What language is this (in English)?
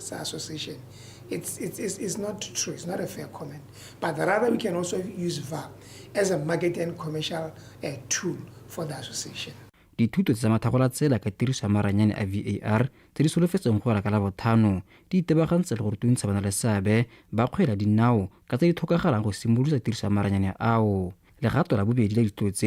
Tswana